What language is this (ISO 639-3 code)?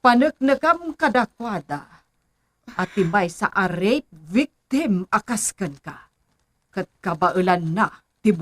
ilo